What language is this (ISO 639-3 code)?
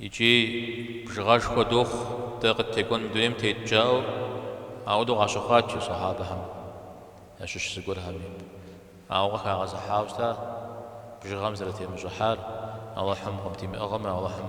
kbd